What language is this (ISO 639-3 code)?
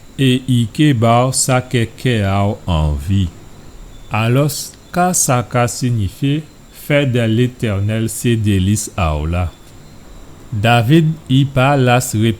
gcf